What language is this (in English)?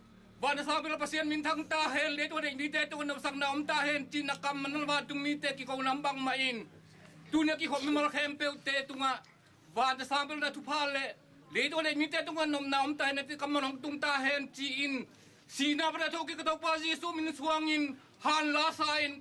Tedim Chin